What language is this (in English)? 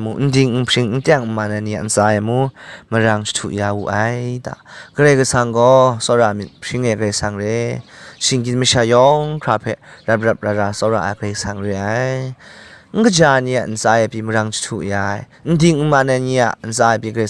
Kachin